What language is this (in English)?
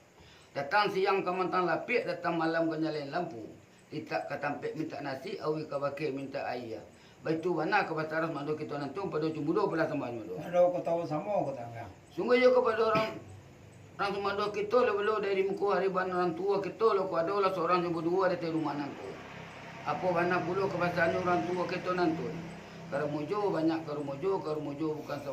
Minangkabau